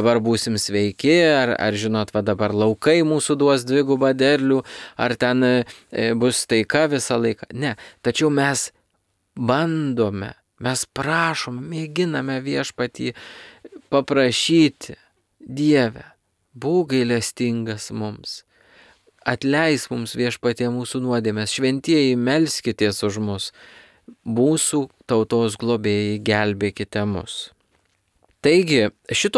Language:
Lithuanian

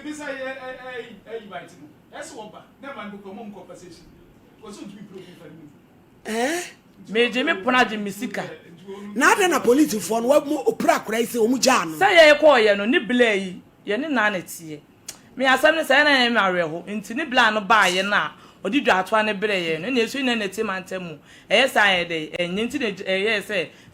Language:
Akan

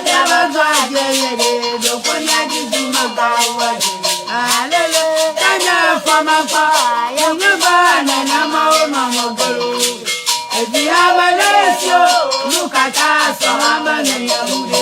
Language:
Ewe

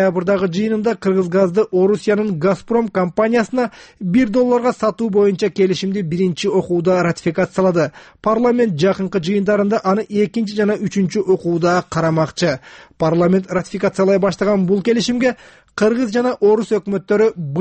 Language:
Kyrgyz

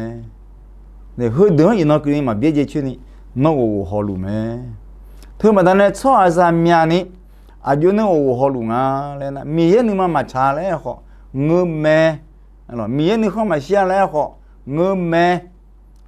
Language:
Akha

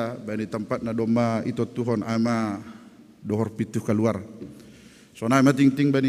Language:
Batak Simalungun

